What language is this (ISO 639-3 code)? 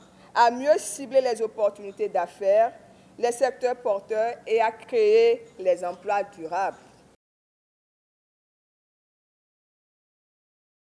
fra